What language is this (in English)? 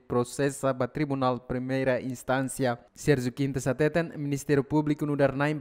Tetum